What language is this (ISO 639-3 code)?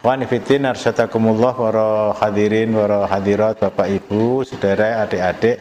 jav